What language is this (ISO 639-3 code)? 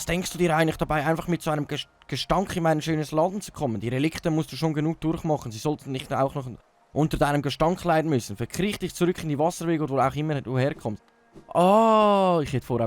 gsw